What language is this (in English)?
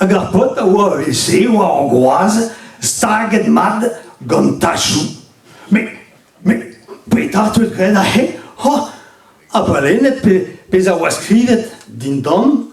Breton